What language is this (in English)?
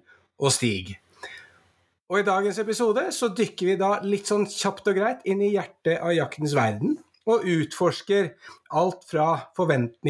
Norwegian